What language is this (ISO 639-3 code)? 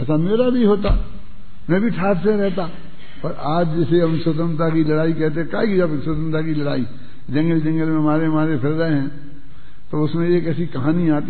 hin